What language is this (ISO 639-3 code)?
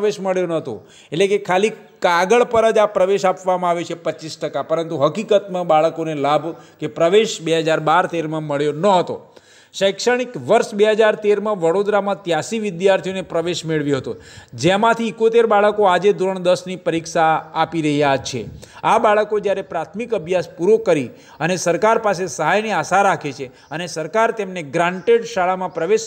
guj